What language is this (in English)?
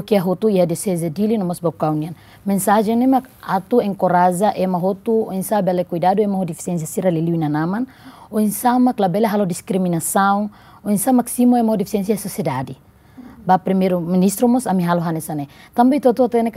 Tetum